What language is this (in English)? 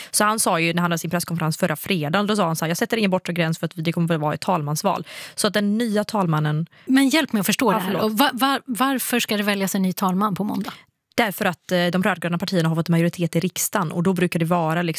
Swedish